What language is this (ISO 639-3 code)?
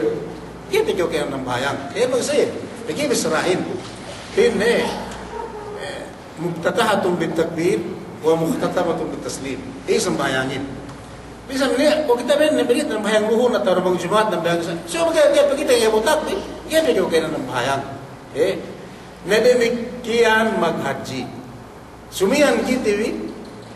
yka